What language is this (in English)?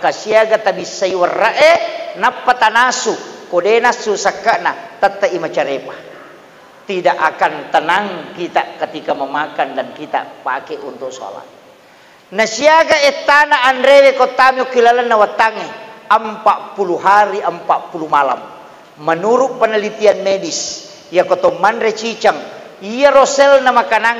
Buginese